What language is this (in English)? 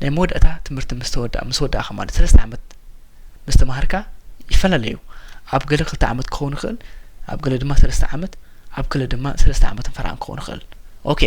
Tigrinya